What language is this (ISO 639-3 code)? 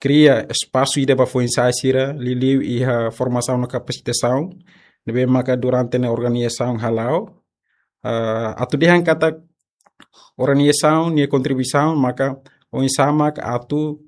tet